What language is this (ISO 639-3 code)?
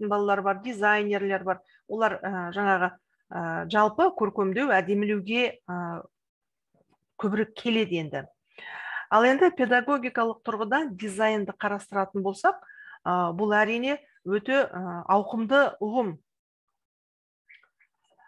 kaz